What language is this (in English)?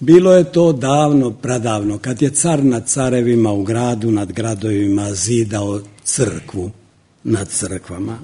Serbian